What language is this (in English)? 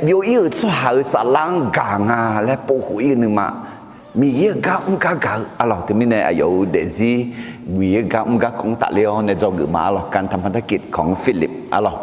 Akha